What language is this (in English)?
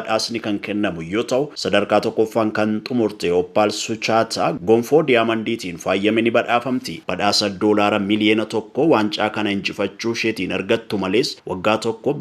Oromo